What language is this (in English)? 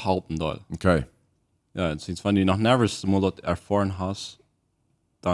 Plautdietsch